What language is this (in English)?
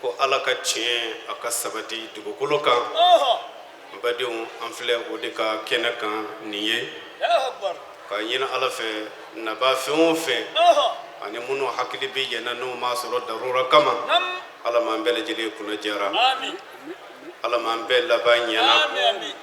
Bambara